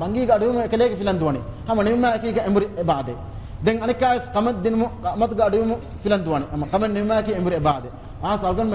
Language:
Divehi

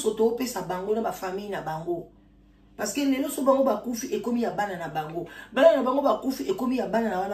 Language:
Lingala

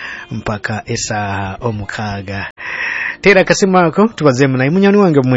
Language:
Nyoro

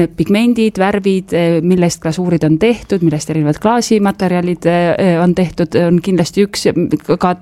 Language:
Estonian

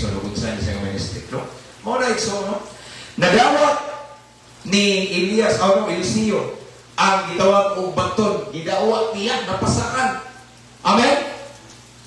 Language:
Cebuano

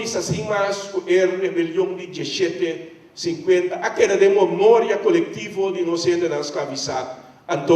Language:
Papiamento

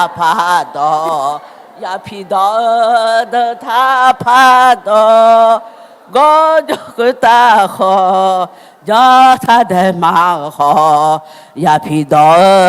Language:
Akha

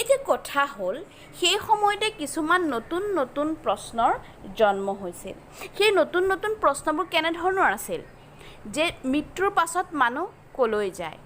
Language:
Assamese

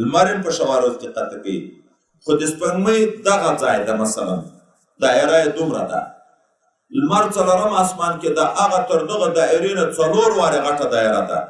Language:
Pashto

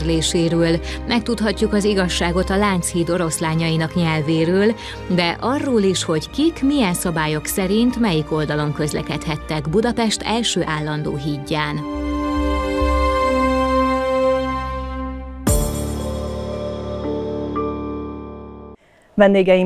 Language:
Hungarian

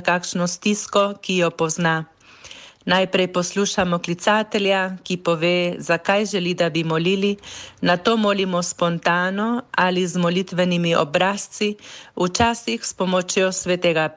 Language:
Slovenian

